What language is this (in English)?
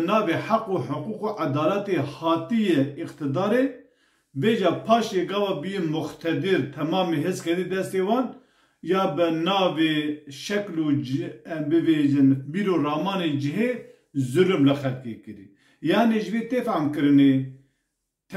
Kurdish